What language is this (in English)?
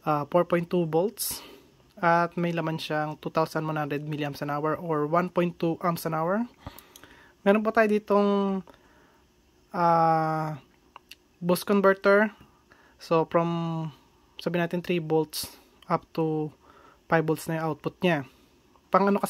Filipino